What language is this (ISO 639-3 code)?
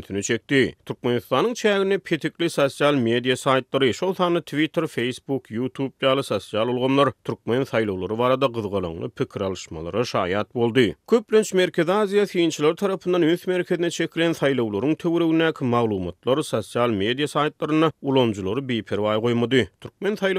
tuk